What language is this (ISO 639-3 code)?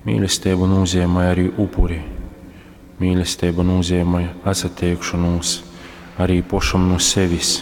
ltg